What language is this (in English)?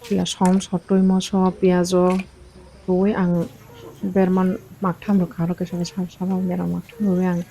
Kok Borok